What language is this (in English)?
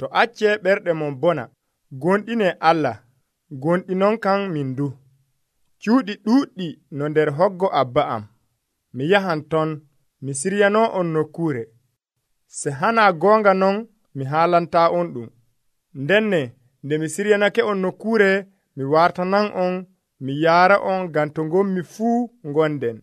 Nigerian Fulfulde